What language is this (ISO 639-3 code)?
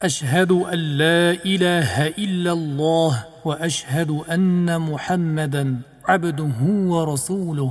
uzb